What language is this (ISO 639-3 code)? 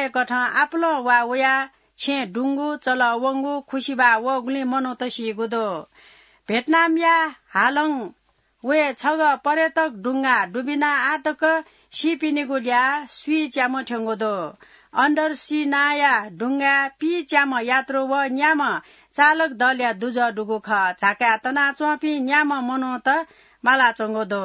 new